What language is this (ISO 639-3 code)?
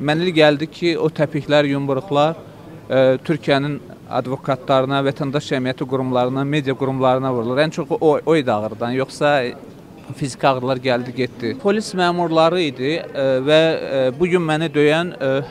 aze